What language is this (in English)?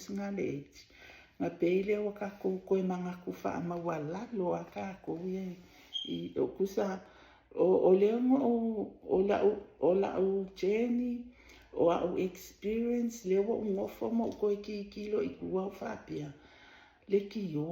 Samoan